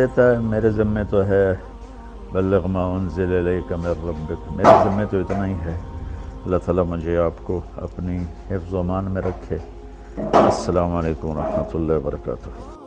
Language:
Urdu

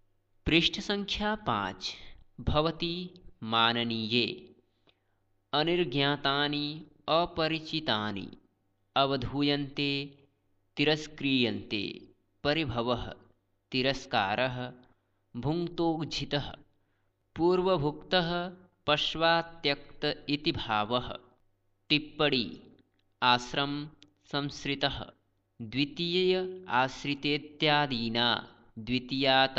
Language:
Sanskrit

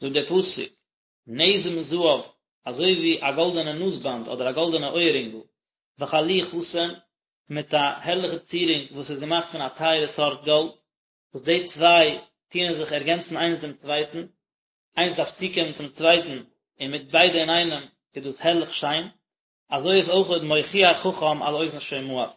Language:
Yiddish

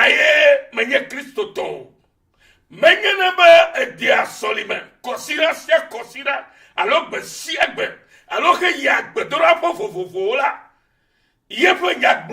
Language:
Ewe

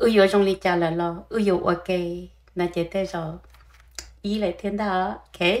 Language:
Hmong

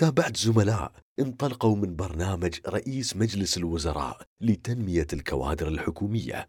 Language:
Gulf Arabic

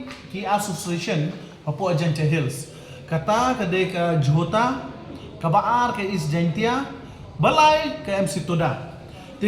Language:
Khasi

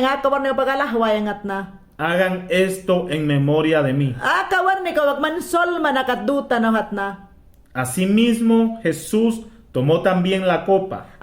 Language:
Mayangna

